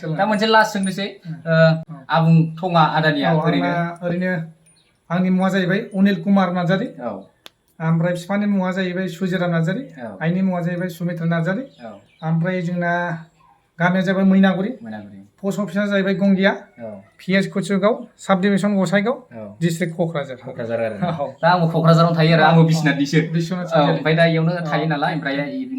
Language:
Bodo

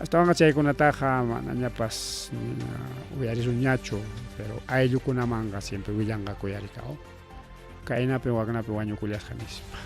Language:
Ayacucho Quechua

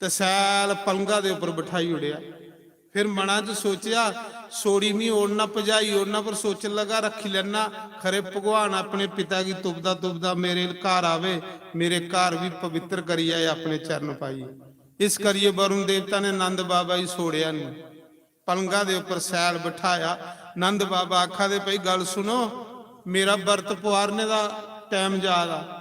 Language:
Dogri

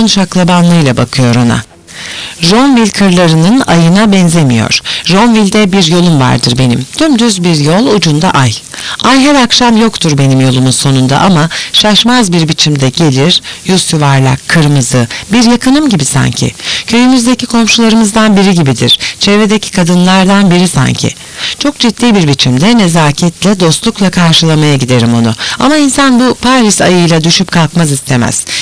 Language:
Turkish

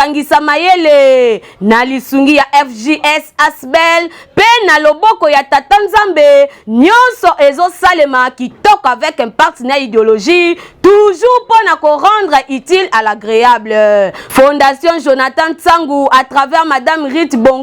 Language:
Lingala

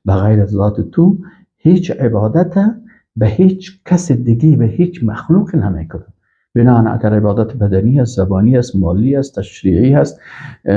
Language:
Persian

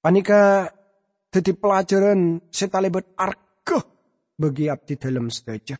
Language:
Madurese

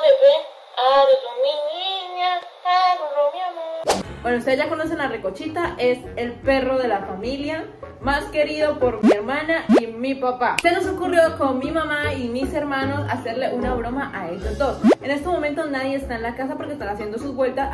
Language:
Spanish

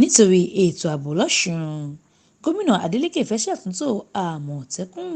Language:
Yoruba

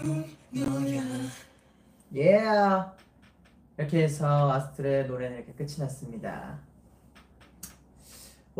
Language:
Korean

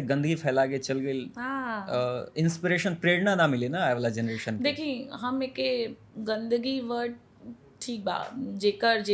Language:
Bhojpuri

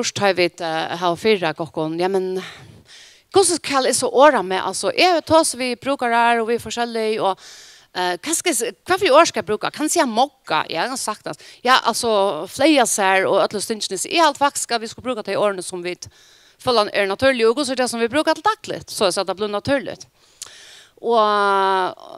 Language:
Faroese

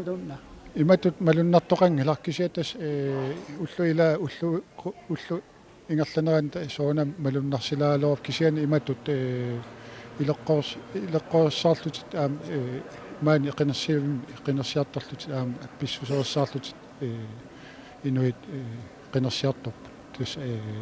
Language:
Kalaallisut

